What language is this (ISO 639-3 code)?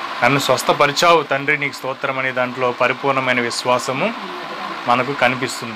tel